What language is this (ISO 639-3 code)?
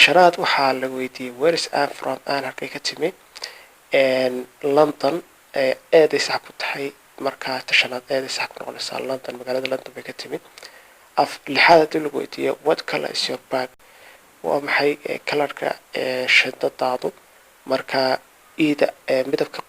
som